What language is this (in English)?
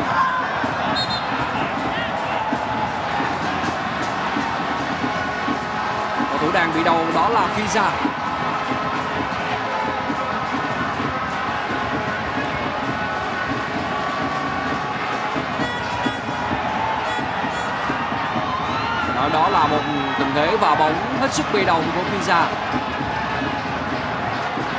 Vietnamese